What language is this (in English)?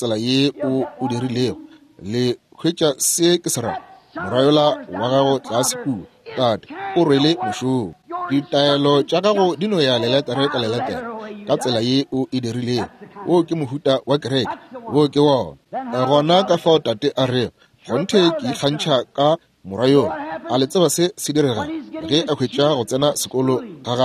Northern Sotho